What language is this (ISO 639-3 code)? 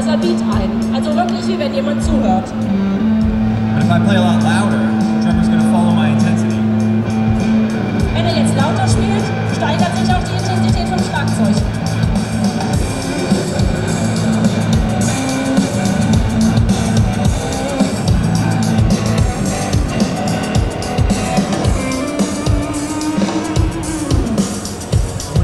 deu